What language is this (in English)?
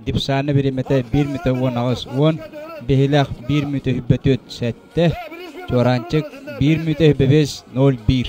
Yakut